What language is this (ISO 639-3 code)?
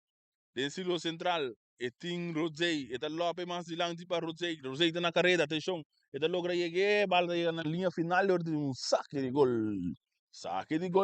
pap